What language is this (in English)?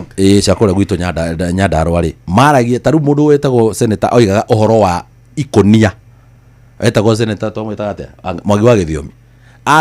Kikuyu